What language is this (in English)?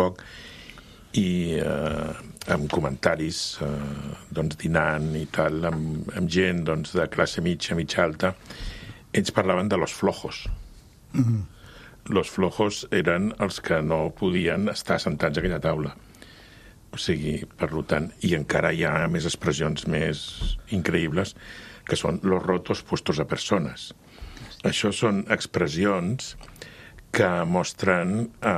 Catalan